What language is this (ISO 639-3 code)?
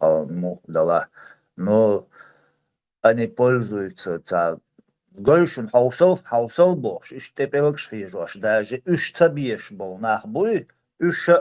che